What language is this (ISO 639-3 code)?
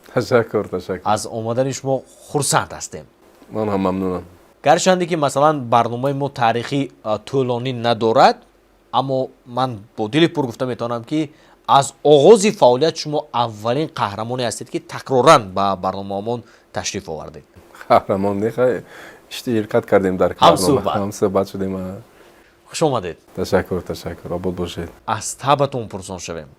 tgk